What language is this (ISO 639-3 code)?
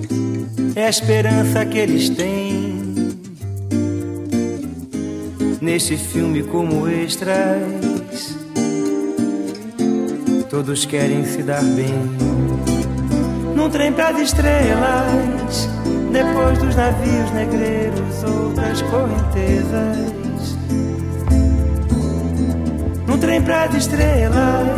por